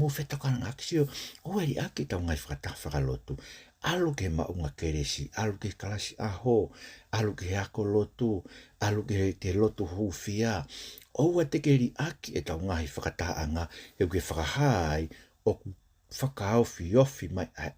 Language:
Tongan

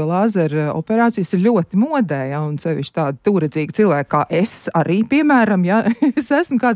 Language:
Latvian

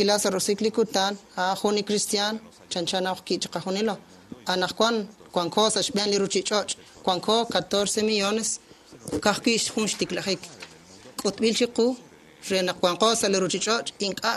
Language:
Kekchí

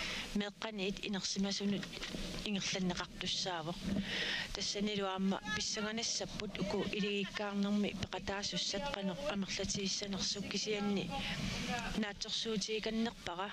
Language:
Kalaallisut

